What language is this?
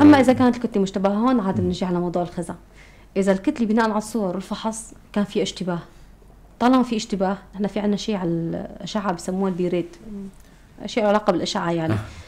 North Levantine Arabic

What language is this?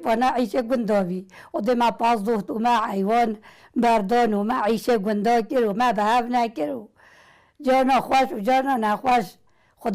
Kurdish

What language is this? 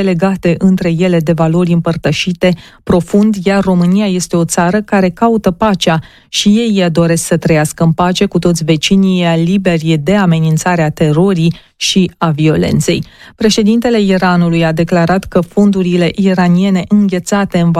Romanian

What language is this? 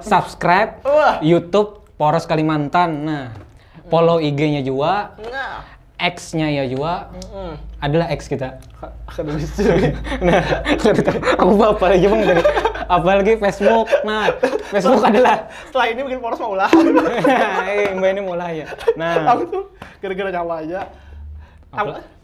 Banjar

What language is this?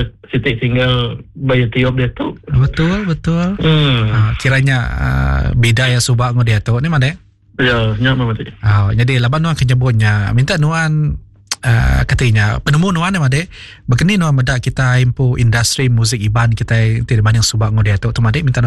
Iban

